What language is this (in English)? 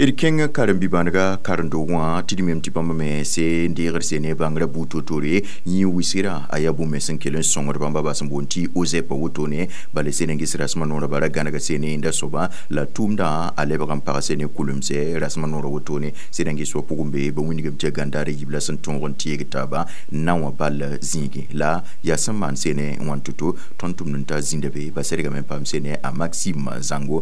Mossi